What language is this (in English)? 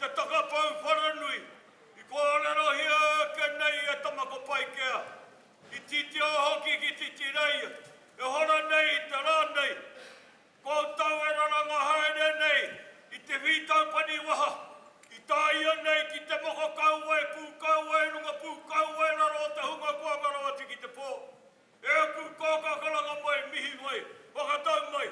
Māori